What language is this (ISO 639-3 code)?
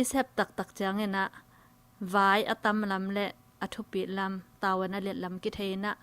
ctd